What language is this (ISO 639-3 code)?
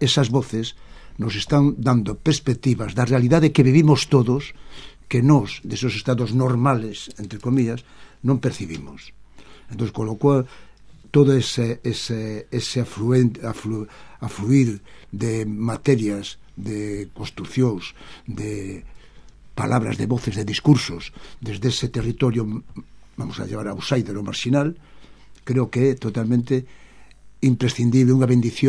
glg